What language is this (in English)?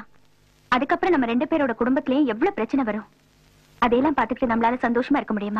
Tamil